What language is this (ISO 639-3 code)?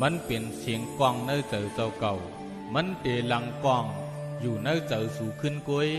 shn